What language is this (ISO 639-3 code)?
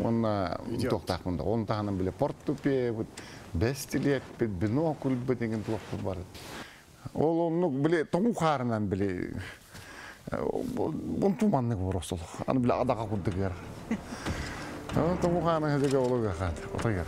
tat